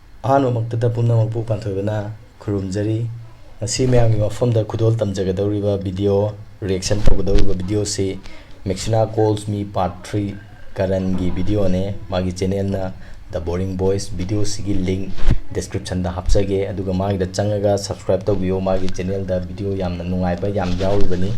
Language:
Manipuri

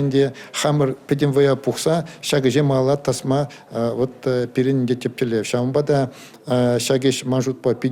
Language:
Chuvash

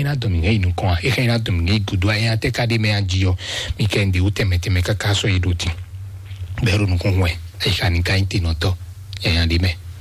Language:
Fon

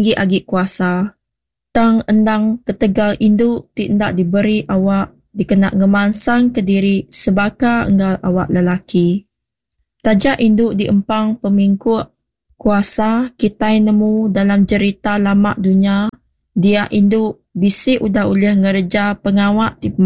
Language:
Iban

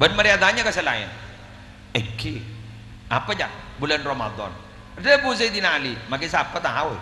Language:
Madurese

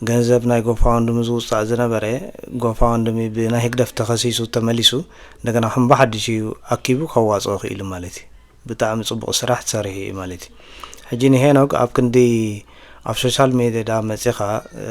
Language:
Tigrinya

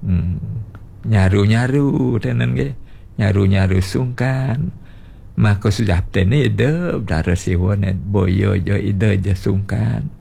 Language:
Balinese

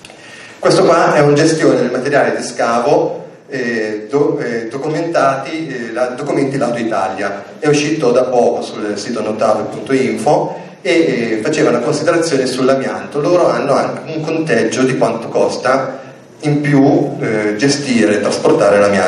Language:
Italian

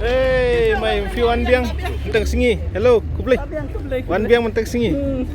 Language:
Khasi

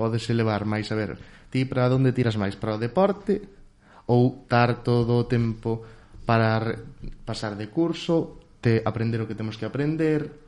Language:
Galician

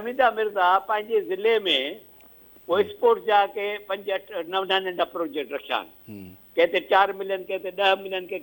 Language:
Sindhi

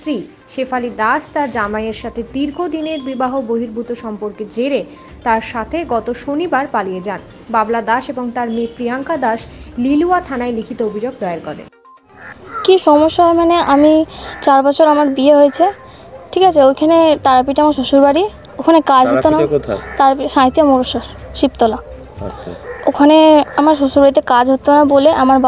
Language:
Bangla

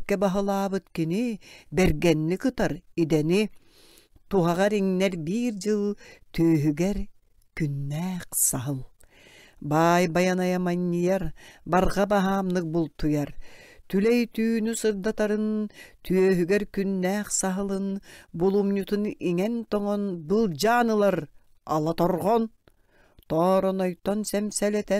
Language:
Yakut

